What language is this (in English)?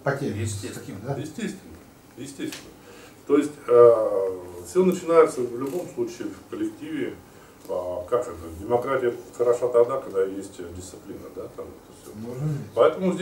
Russian